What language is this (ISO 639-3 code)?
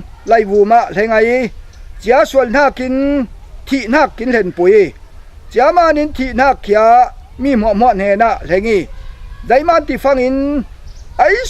cfm